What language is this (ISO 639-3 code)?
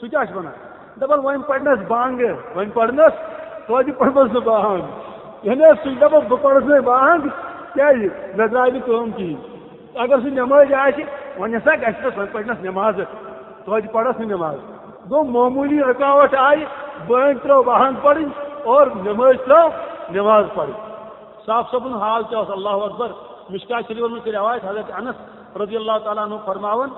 kas